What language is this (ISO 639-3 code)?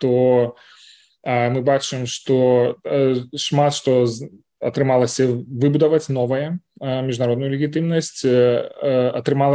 bel